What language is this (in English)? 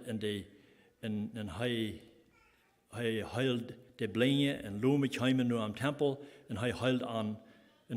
Plautdietsch